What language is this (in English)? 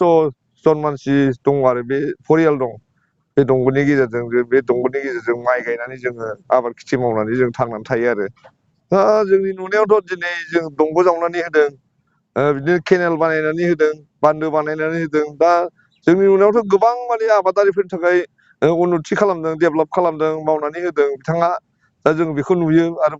Bodo